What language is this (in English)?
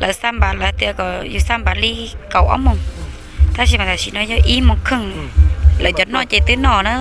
Hmong